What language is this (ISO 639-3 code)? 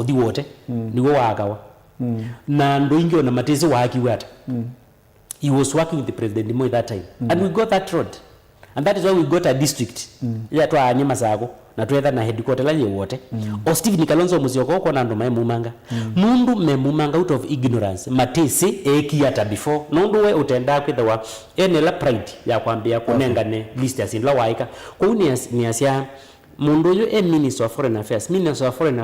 kam